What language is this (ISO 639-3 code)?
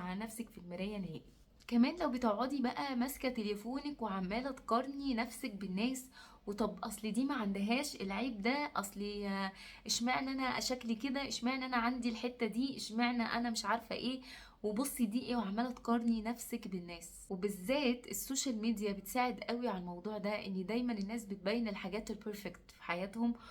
arz